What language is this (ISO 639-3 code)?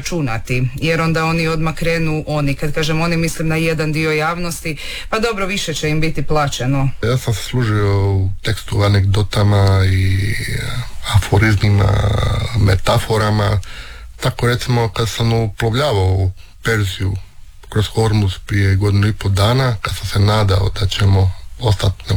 hrv